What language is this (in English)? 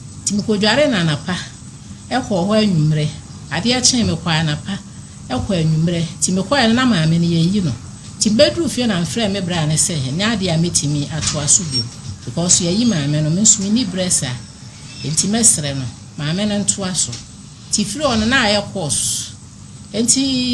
Akan